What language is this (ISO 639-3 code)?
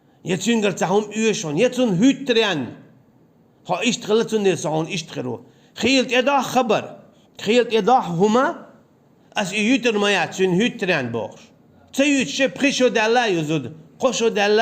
che